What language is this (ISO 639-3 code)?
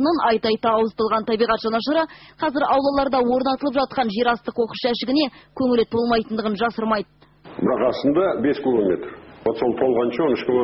kaz